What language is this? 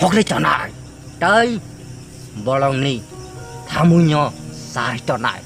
Kok Borok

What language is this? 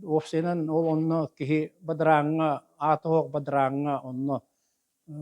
Yakut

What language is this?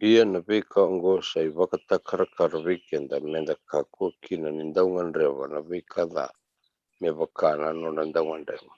Fijian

